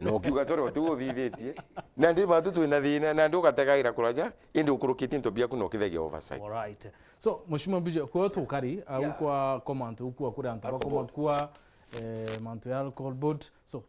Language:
Meru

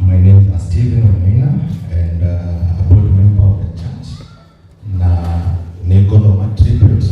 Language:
Kikuyu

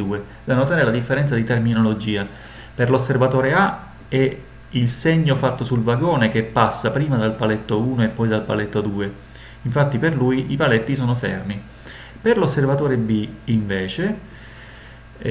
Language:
Italian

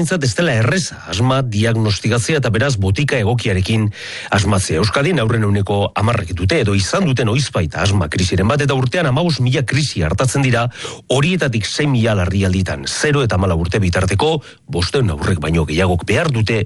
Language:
Basque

